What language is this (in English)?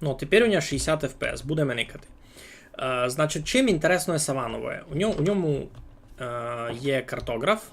Rusyn